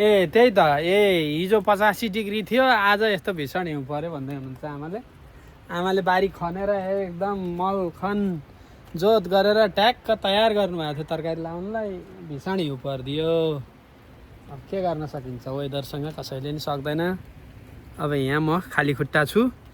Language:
Nepali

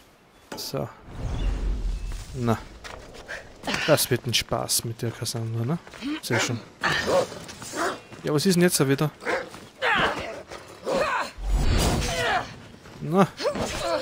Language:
German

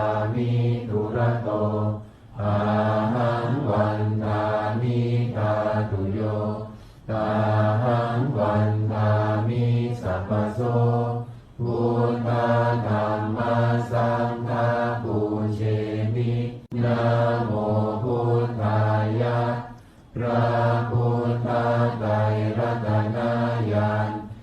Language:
Pali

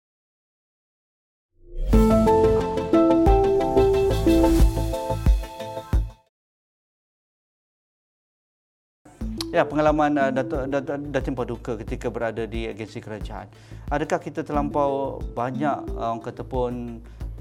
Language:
Malay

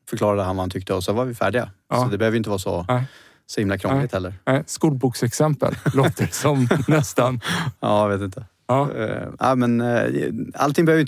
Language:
Swedish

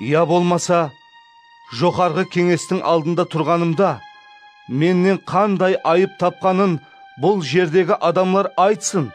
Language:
Kara-Kalpak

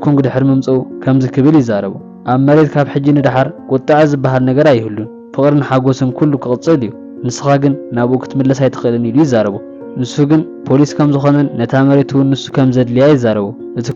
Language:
Tigrinya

